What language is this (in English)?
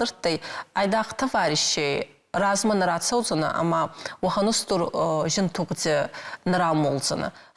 Ossetic